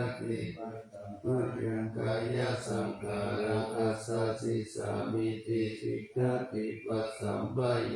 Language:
Pali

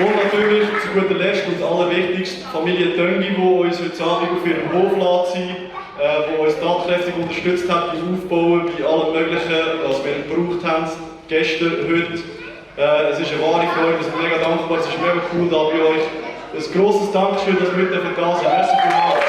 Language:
Swiss German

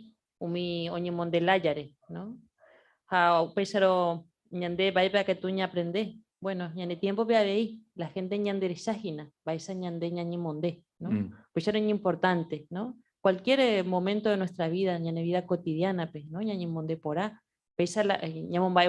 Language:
Guarani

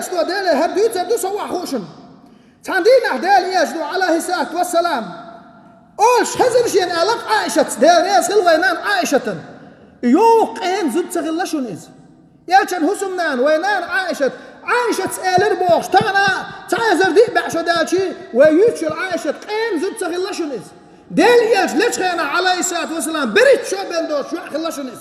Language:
Chechen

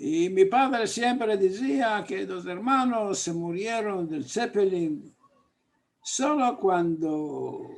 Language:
Ladino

